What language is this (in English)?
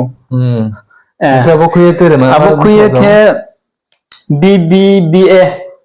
Riang (India)